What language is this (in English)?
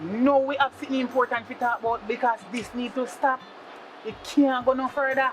Jamaican Creole English